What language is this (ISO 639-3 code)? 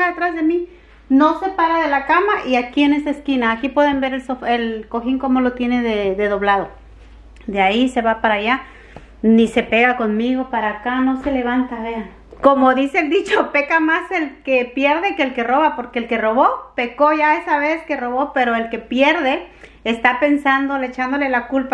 spa